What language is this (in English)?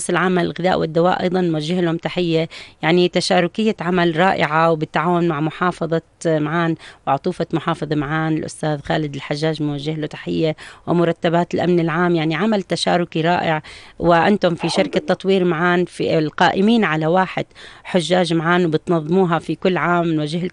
North Levantine Arabic